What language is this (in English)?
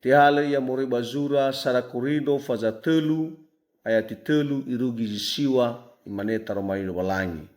Nias